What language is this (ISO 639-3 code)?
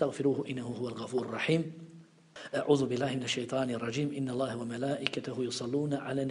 bos